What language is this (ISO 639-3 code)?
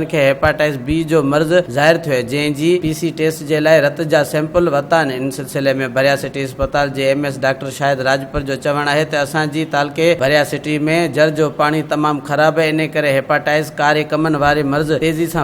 snd